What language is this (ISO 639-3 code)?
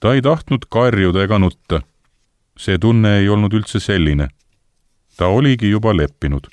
est